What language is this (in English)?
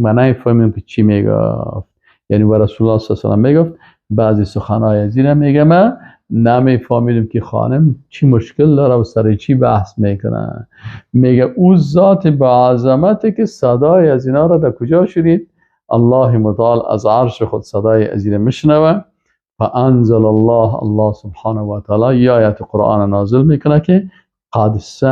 Persian